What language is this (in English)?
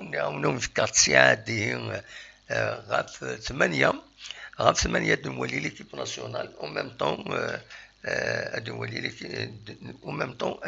Kabyle